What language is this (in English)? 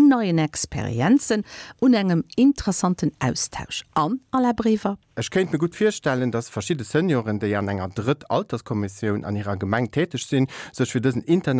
Luxembourgish